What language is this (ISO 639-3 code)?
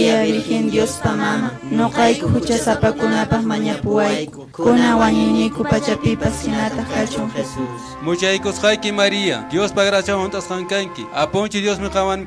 que